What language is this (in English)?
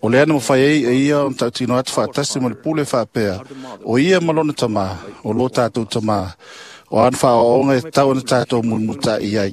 Samoan